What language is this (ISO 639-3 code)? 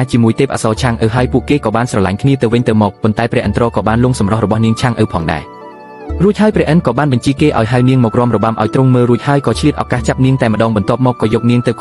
khm